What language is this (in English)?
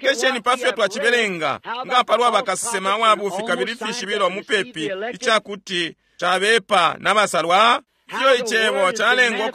Bemba